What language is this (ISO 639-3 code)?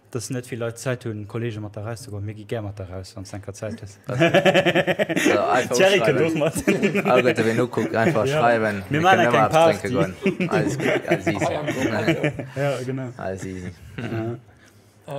ltz